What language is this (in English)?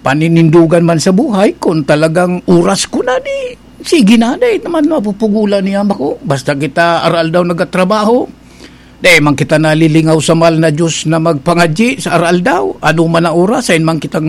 Bikol